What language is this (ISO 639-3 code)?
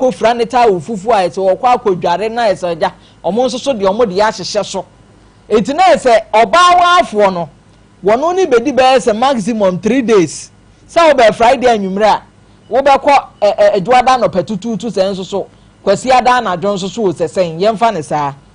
aka